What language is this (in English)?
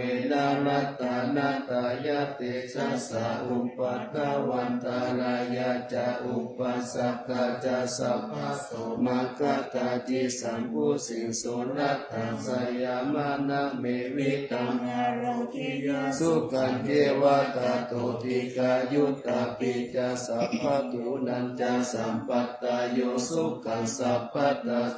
Pali